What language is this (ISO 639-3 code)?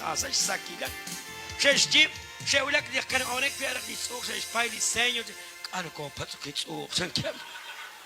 kek